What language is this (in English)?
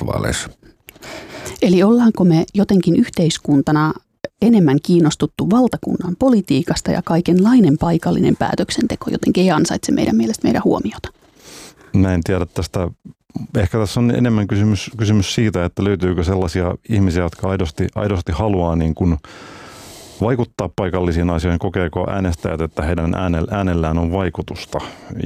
Finnish